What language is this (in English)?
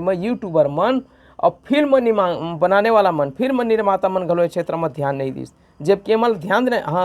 Chhattisgarhi